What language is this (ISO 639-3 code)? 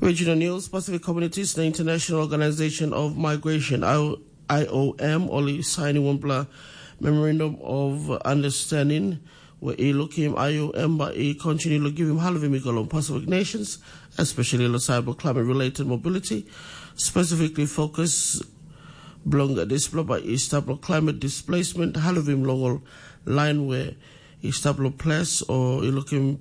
tpi